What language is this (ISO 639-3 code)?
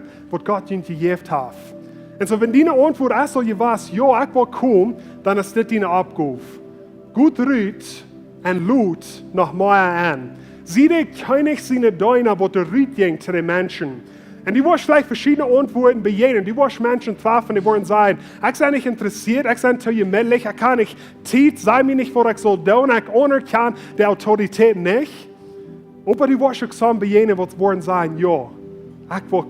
pdt